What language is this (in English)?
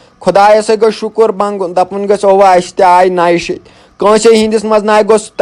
Kashmiri